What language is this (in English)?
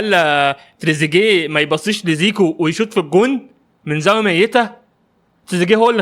Egyptian Arabic